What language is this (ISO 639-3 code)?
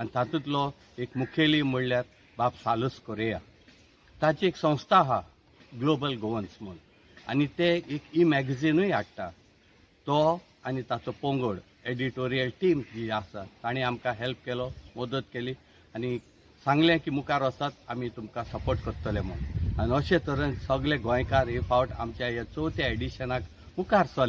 kok